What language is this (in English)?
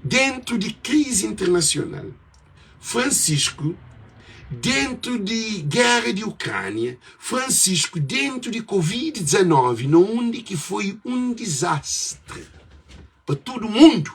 Kabuverdianu